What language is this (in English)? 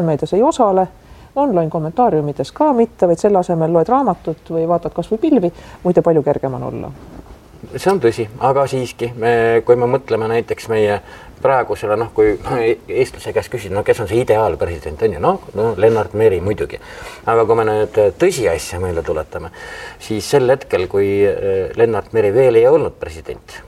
Estonian